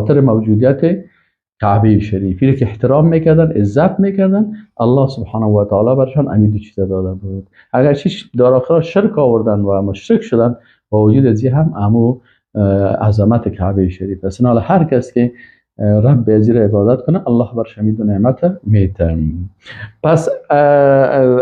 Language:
Persian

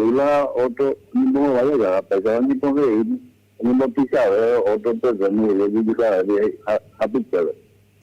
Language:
Guarani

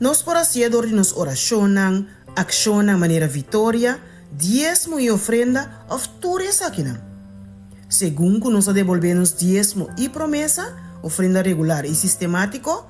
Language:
Papiamento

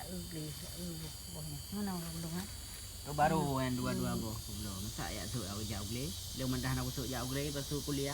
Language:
Achinese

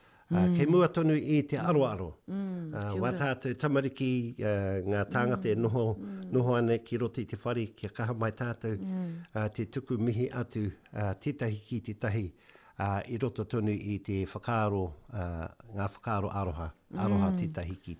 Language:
Māori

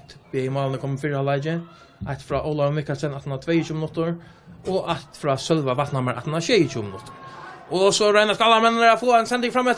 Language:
Faroese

